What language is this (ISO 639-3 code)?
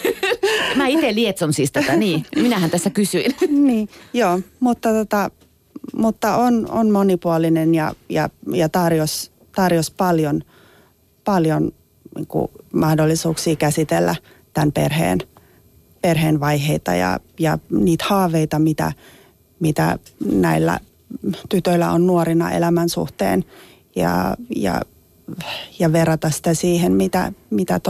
fin